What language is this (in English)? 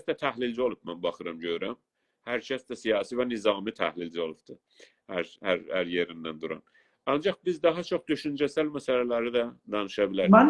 South Azerbaijani